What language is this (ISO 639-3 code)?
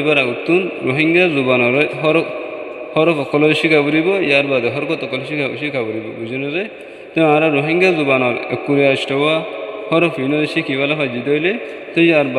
rhg